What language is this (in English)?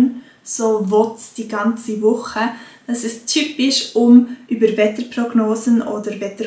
Swiss German